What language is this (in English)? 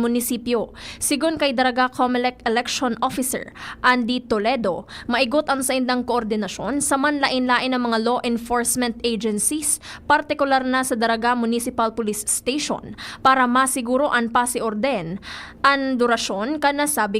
Bikol